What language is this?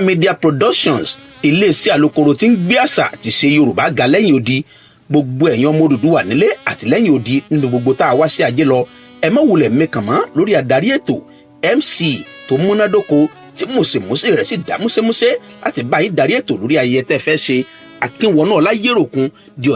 Yoruba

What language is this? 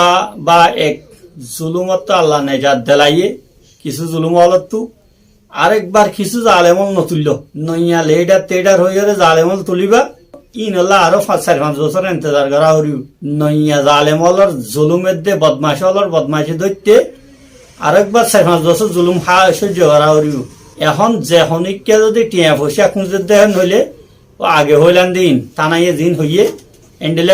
Rohingya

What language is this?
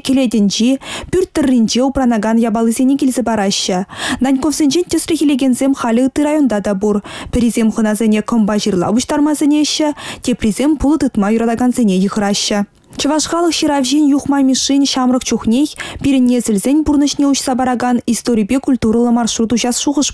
Chuvash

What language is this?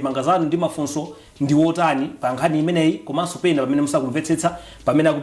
Nyanja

